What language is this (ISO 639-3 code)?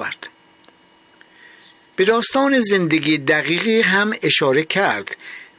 fas